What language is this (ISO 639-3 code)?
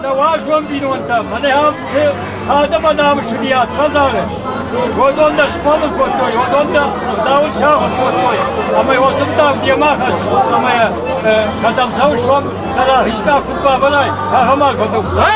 oss